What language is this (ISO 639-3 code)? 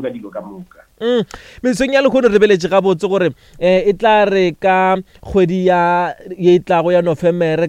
nso